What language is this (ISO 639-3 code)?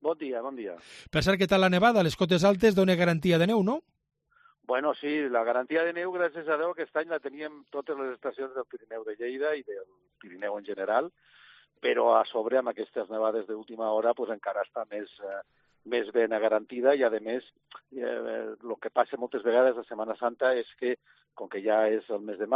cat